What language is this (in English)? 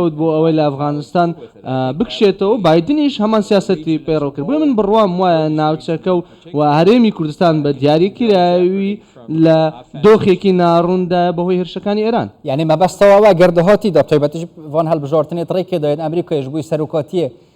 Central Kurdish